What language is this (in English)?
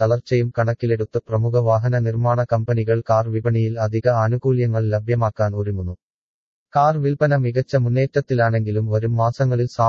Malayalam